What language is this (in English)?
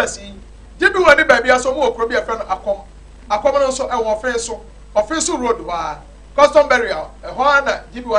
Akan